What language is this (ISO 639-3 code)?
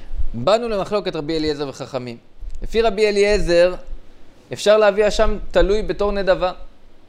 heb